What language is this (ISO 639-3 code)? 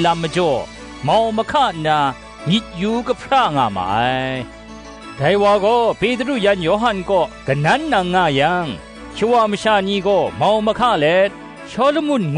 kac